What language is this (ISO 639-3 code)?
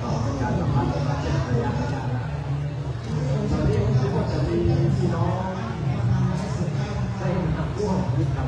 tha